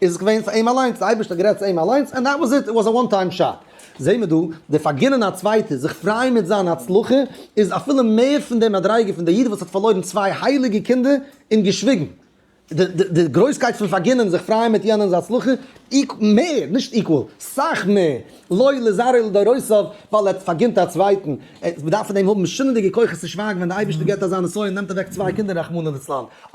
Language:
Yiddish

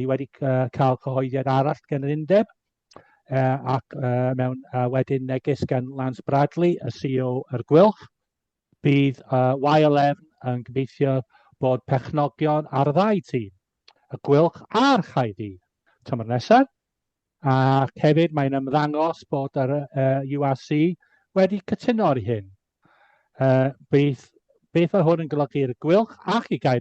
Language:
Welsh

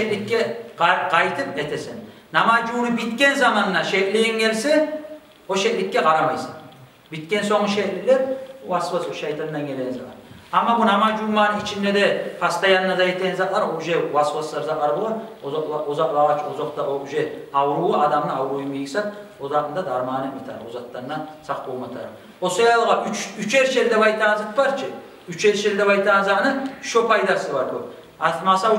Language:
Kumyk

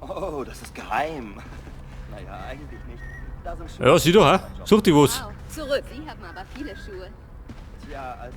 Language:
Bavarian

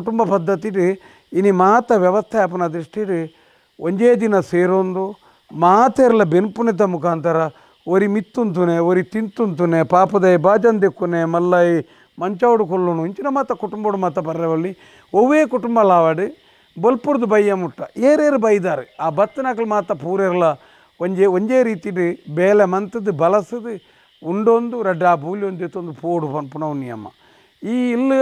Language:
Tulu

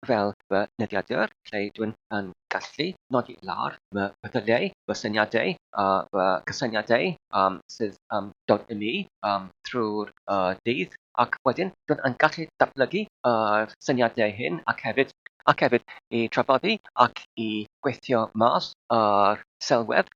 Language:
Welsh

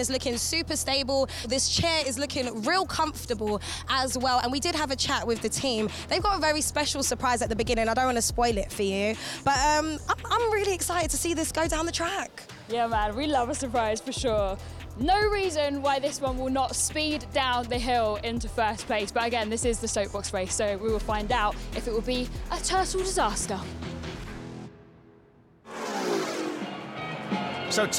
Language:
English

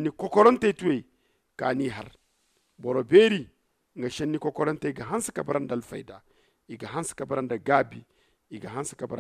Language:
Zarma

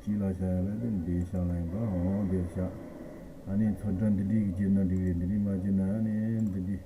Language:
Tibetan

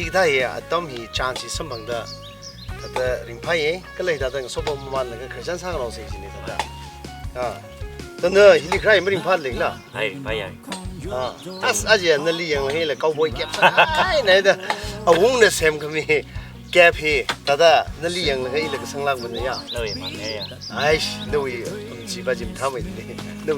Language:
Tangkhul Naga (India)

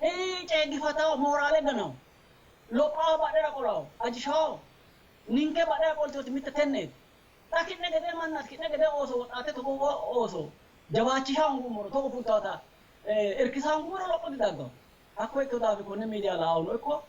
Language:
Sidamo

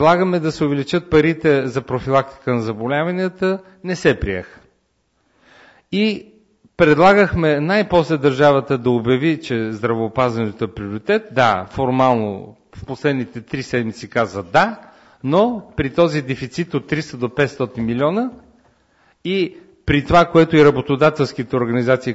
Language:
Bulgarian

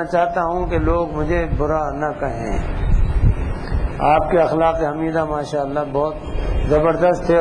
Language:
Urdu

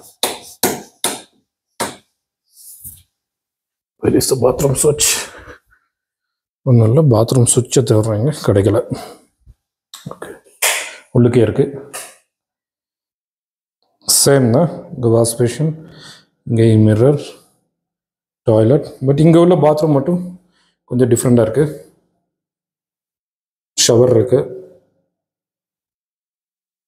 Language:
Tamil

